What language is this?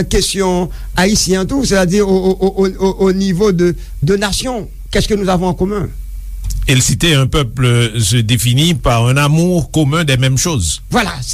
Haitian Creole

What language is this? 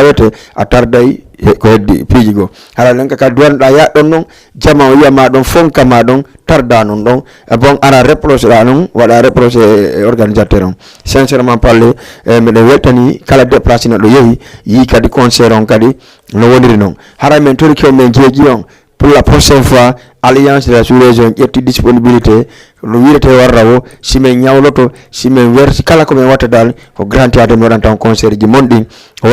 Fula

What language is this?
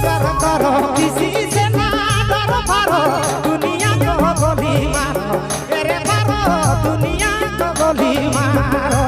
Sadri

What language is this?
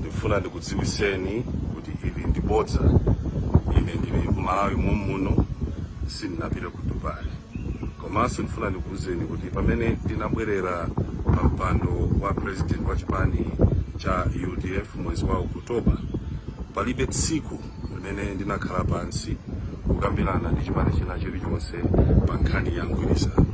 Nyanja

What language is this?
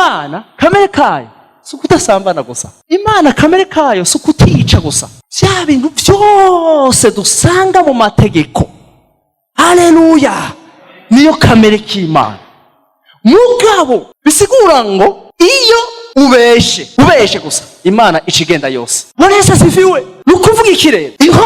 Rundi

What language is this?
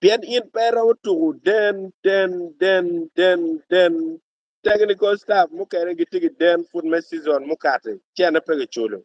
Acoli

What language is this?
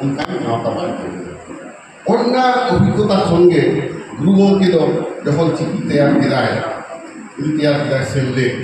Santali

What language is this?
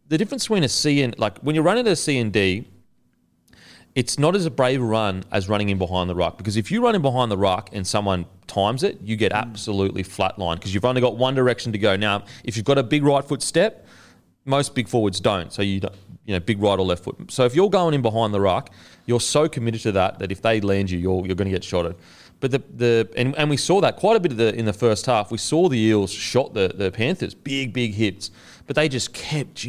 English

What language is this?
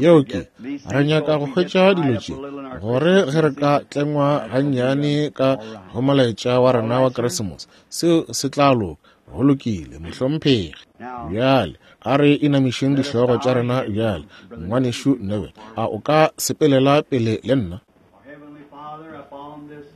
Northern Sotho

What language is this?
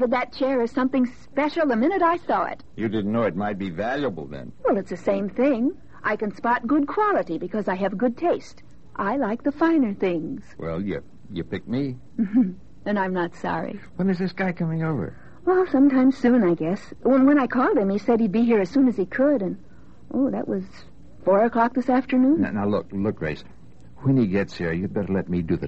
English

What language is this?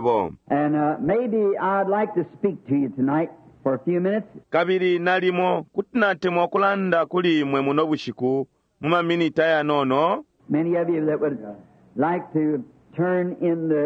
Bemba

